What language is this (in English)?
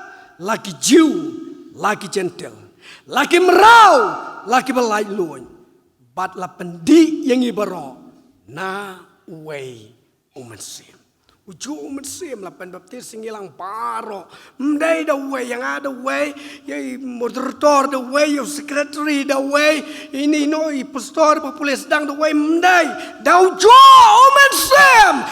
Khasi